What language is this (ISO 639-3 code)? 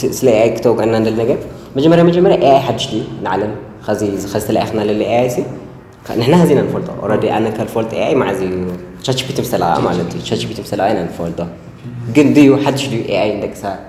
tir